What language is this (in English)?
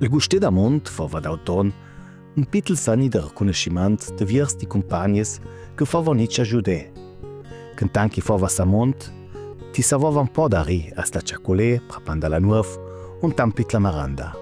Ladin